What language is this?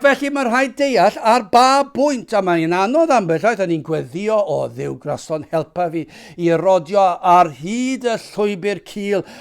Welsh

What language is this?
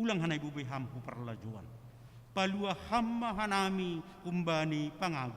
Batak Simalungun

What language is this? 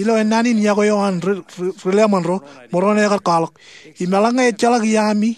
Marshallese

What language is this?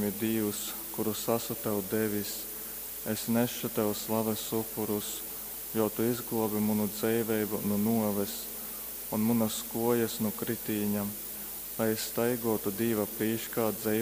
Latgalian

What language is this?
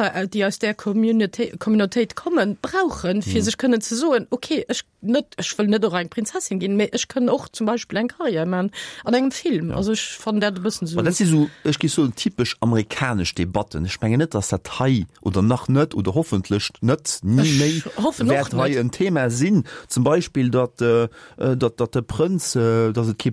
Luxembourgish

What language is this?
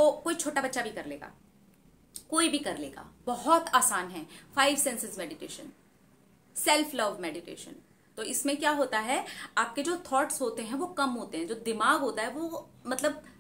Hindi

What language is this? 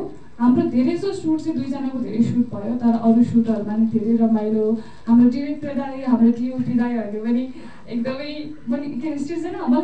Nepali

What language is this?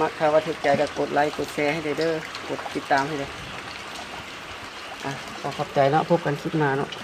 Lao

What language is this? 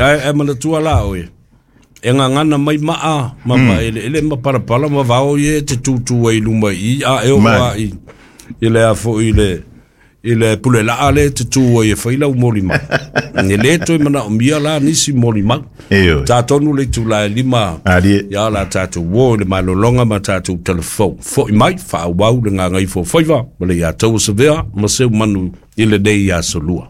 Samoan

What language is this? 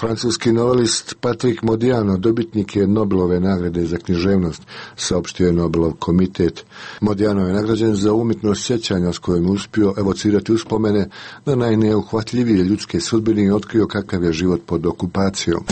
Serbian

